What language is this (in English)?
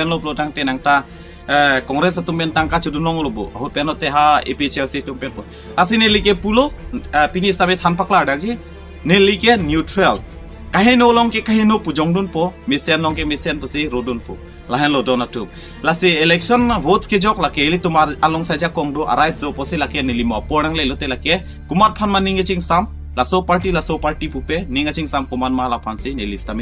Karbi